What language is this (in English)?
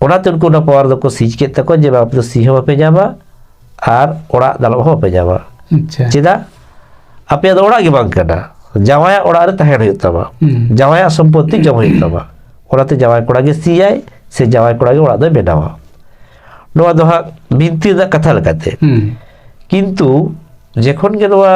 Santali